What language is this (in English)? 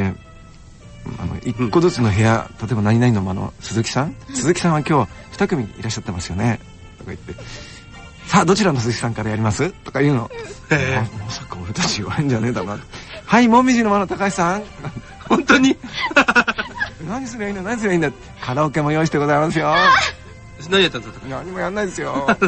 Japanese